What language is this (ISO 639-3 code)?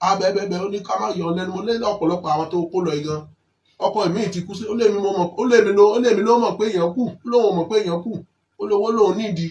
yor